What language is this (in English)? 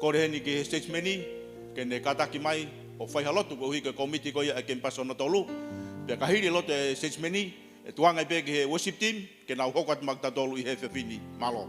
Tongan